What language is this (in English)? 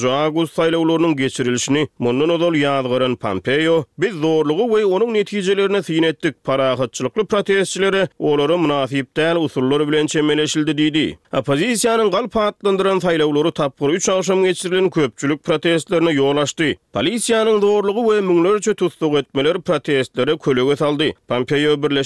Turkmen